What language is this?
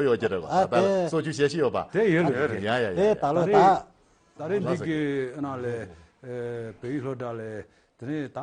Tibetan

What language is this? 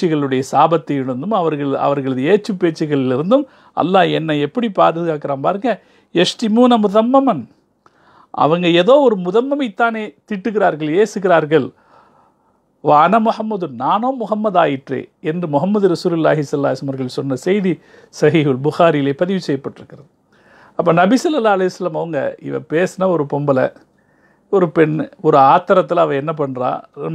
Tamil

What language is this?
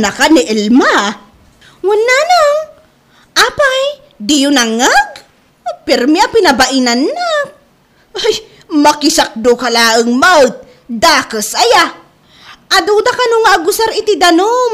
Iloko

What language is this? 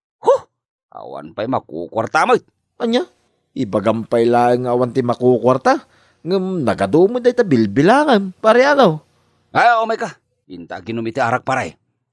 Iloko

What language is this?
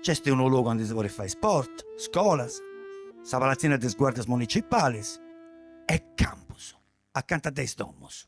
Sardinian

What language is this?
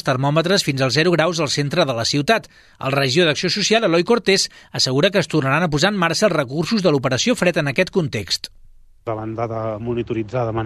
Catalan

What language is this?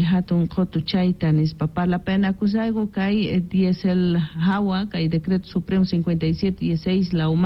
Quechua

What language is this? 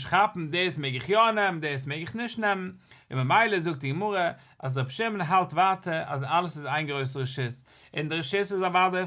Yiddish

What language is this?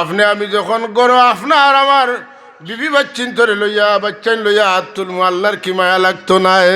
Sylheti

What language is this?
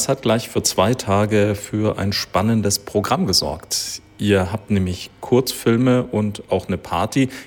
German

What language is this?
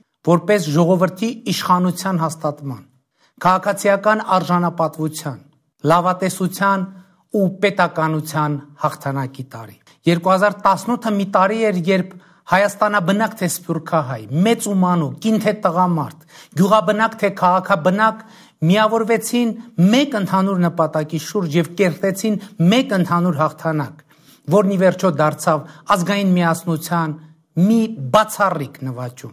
Armenian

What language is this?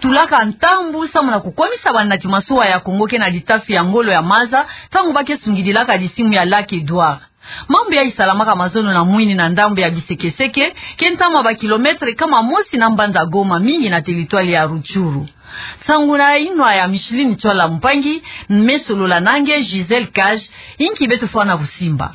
Kituba (Democratic Republic of Congo)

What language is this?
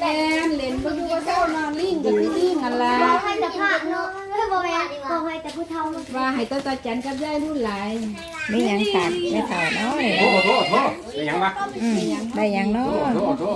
Northeastern Thai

